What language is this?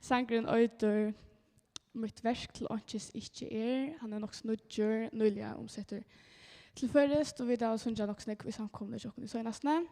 Faroese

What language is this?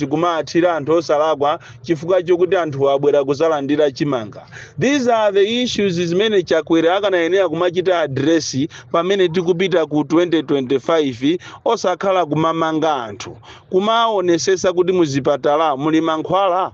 Nyanja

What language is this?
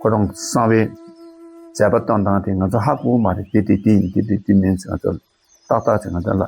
Tibetan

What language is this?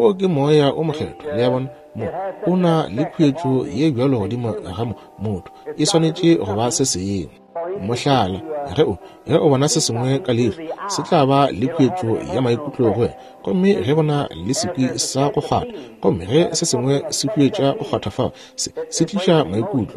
Northern Sotho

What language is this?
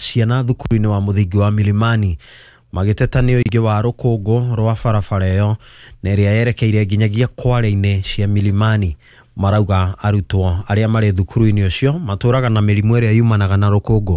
Kikuyu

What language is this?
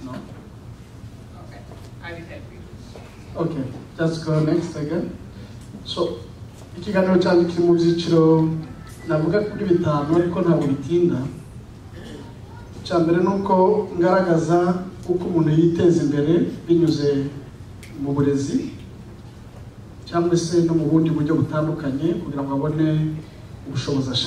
Kinyarwanda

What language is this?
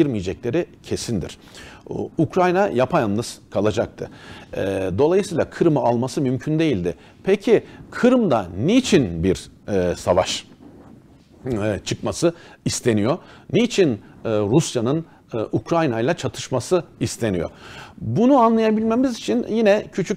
Turkish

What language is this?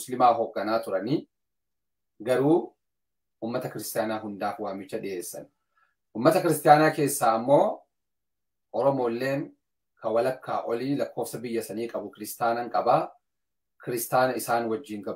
Oromo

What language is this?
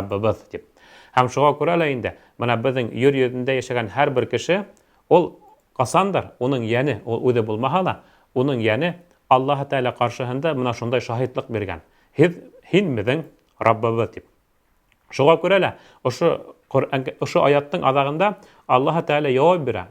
Bashkir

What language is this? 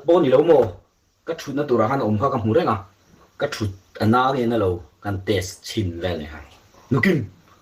Mizo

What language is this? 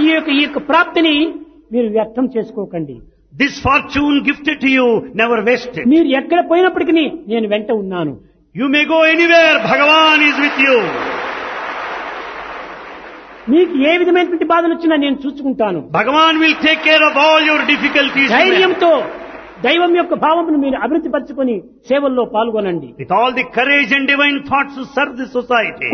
Telugu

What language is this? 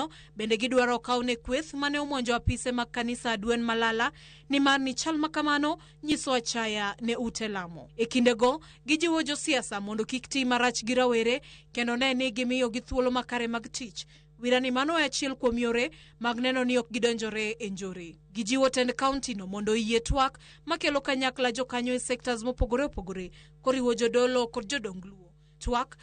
Luo (Kenya and Tanzania)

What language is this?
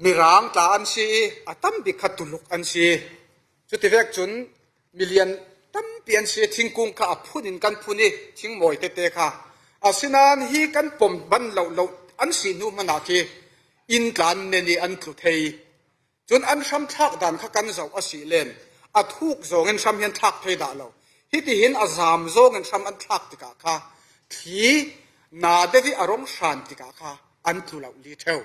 Falam Chin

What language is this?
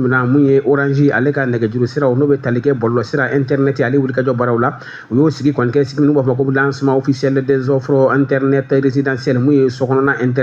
Bambara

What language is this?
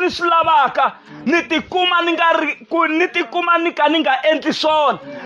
Tsonga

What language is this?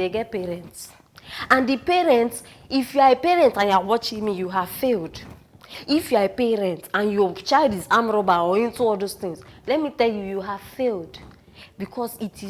Nigerian Pidgin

